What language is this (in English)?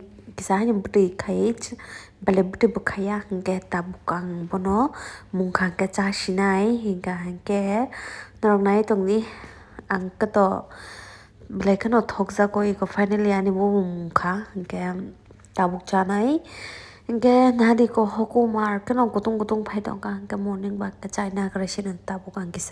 Kok Borok